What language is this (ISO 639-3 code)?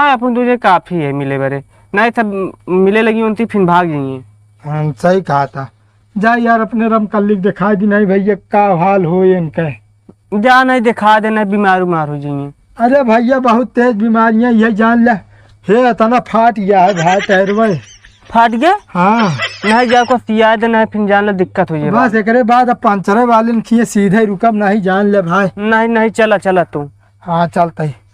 awa